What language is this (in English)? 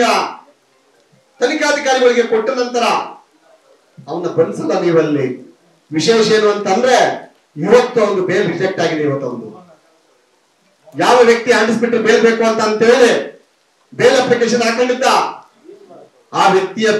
Kannada